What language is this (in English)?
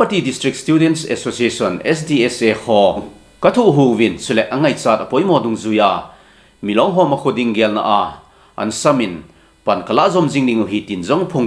Thado Chin